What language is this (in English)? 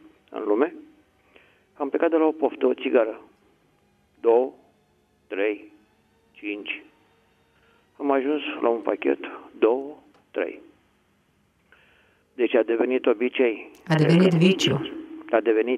Romanian